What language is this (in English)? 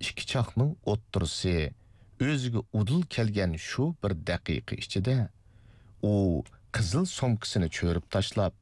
Uyghur